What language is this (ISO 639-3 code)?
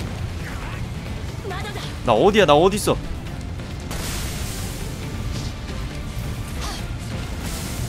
kor